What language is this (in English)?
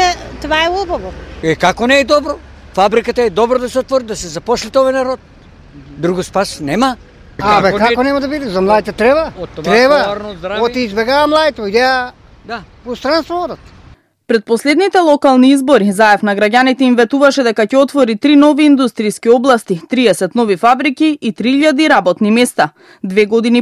Macedonian